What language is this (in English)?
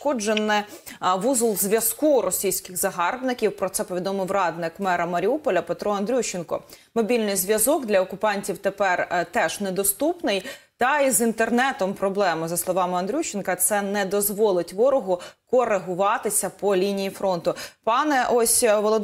Ukrainian